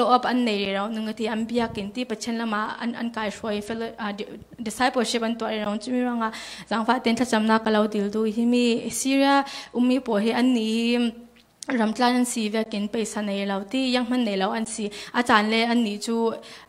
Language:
Falam Chin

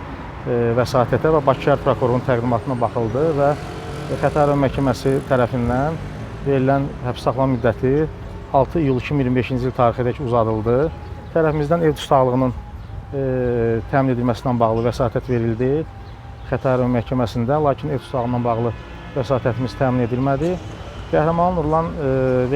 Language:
Azerbaijani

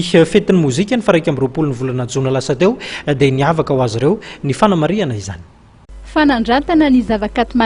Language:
Malagasy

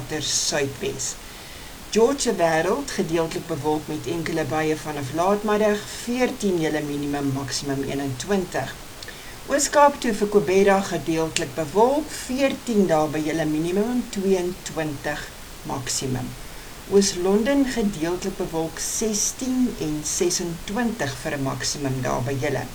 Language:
Afrikaans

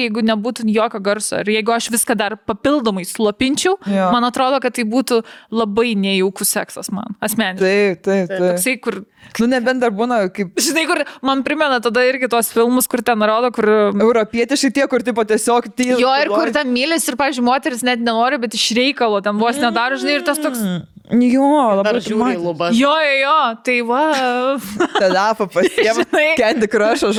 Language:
Lithuanian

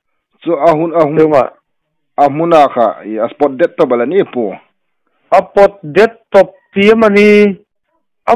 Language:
Hmar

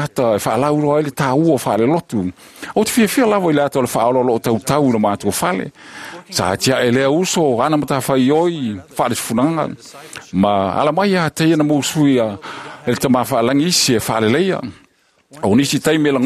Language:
Samoan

